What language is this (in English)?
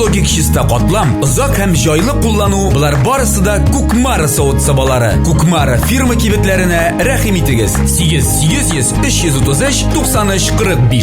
Tatar